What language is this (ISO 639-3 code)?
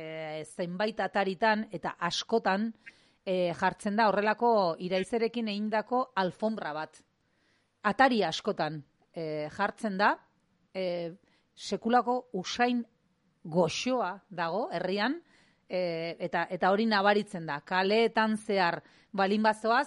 eus